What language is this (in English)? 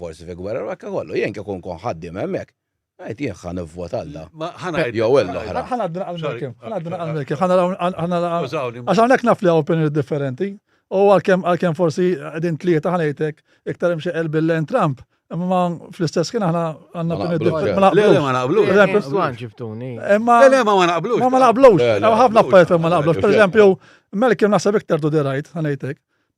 Maltese